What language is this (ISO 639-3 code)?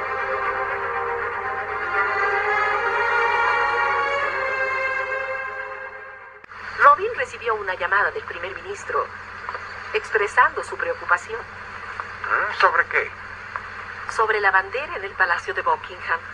spa